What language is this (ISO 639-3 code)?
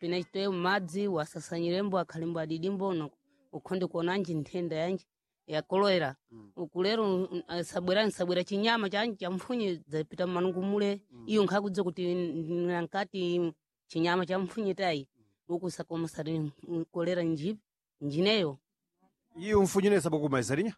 seh